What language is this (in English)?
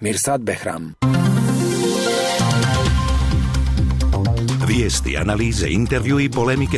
Bosnian